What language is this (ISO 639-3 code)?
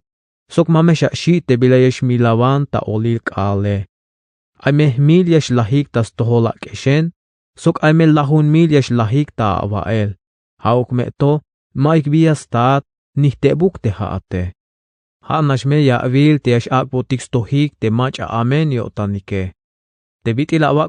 tzh